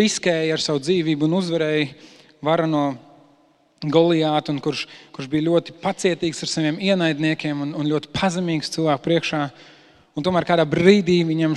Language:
Latvian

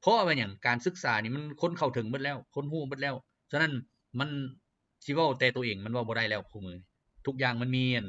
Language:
Lao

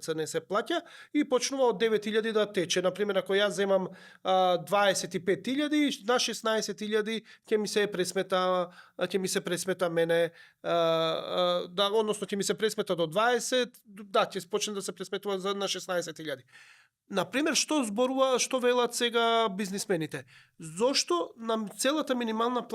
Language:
Macedonian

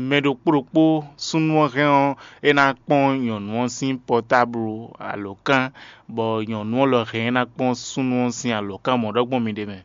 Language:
Fon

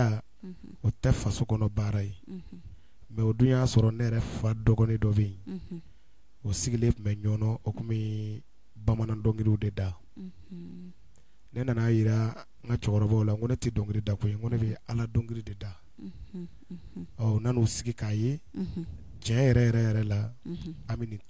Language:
Bambara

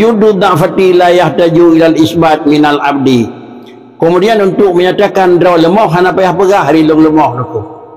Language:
Achinese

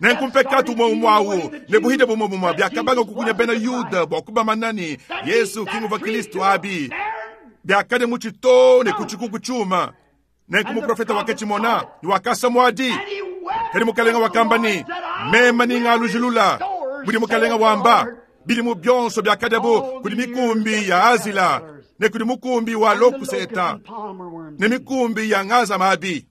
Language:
Luba-Lulua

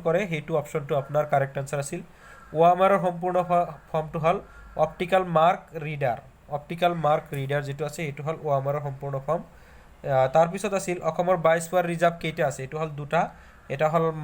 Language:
Assamese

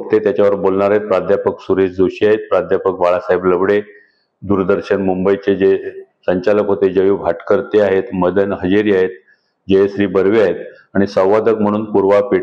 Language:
Marathi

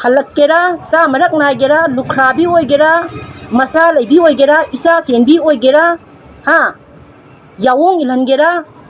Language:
Manipuri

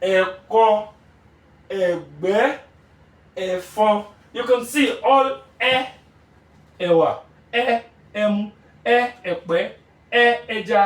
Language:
Yoruba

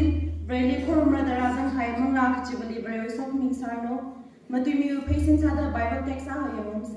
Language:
Tangkhul Naga (India)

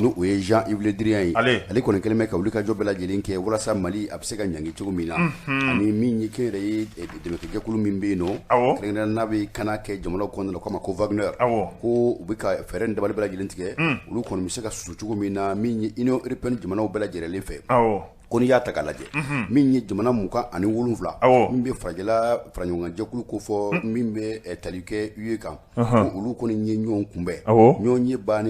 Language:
Bambara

